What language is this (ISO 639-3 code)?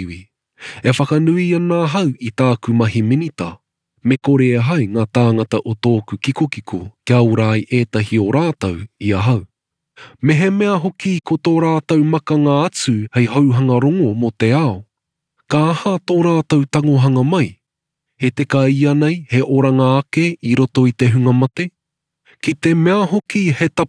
mri